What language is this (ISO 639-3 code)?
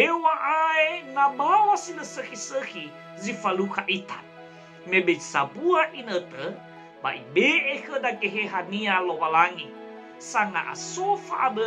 nia